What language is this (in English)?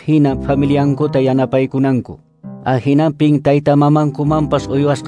Quechua